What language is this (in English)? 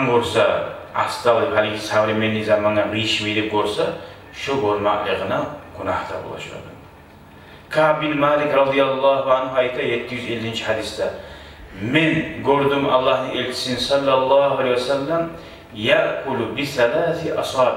Kumyk